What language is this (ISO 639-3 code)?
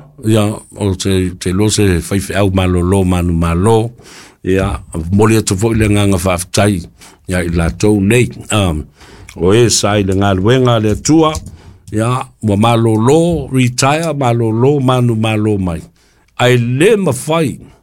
smo